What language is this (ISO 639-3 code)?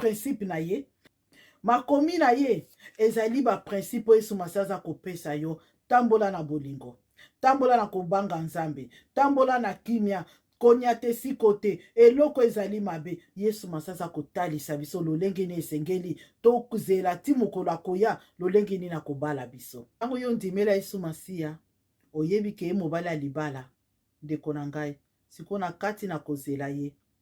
lin